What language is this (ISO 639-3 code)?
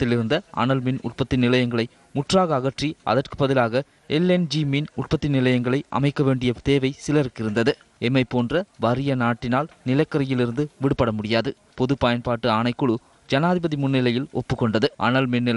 tam